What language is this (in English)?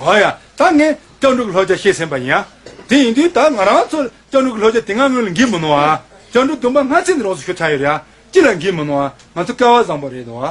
Tibetan